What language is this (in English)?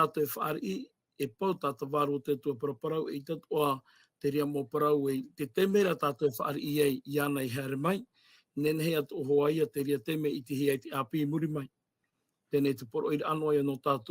Tahitian